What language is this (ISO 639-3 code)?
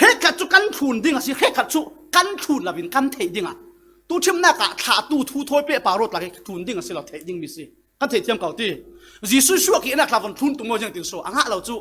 cfm